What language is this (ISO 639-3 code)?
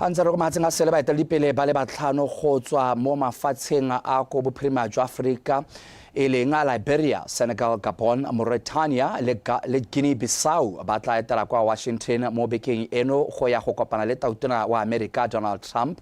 tsn